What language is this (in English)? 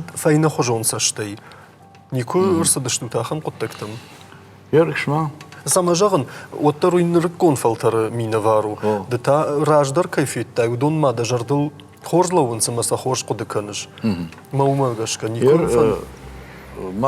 Ossetic